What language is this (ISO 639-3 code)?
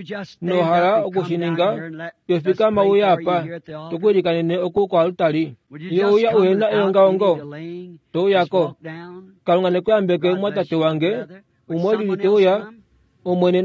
kua